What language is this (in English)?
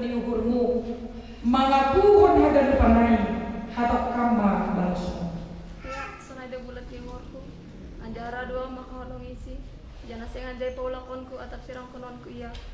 Batak Simalungun